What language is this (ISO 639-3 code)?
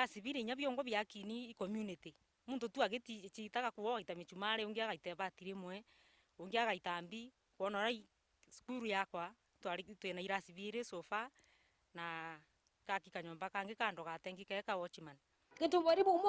mer